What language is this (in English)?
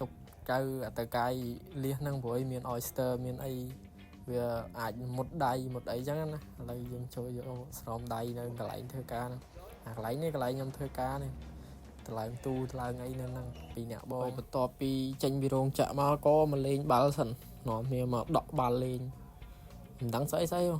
Khmer